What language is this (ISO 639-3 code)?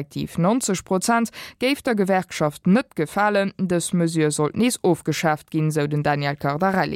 ltz